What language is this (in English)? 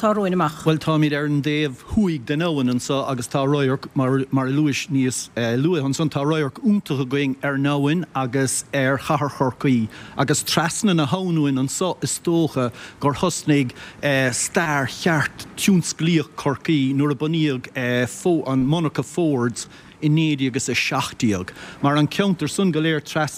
Irish